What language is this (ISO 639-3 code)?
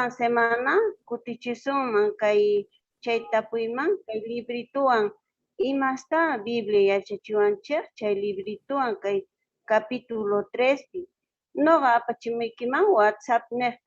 que